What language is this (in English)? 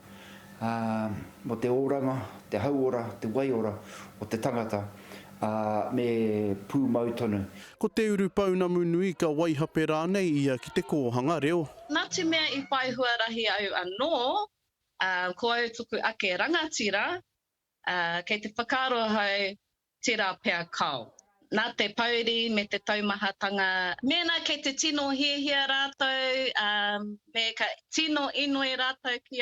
Māori